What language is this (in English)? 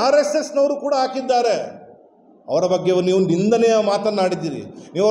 Kannada